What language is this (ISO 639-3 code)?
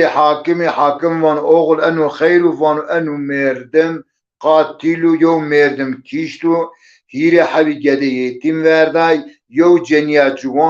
zza